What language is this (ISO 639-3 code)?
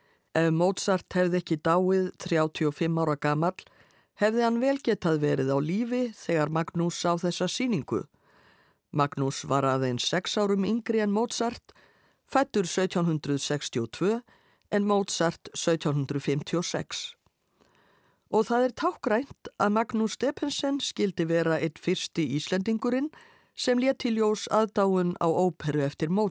isl